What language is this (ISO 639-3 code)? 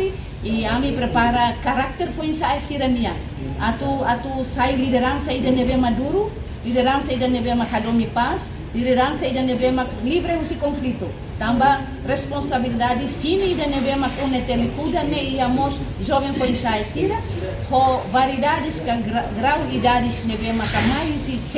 tet